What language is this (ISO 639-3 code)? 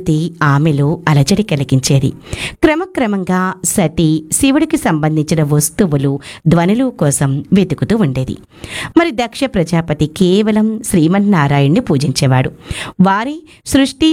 tel